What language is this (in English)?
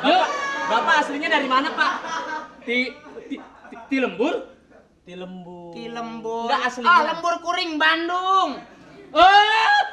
Betawi